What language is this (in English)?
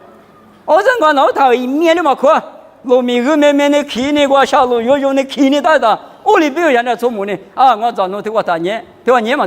Lisu